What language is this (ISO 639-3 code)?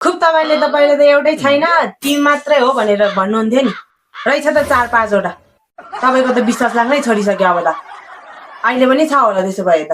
nep